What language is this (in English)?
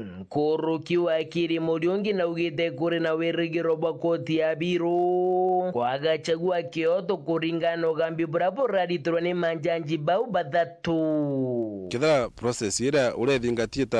Meru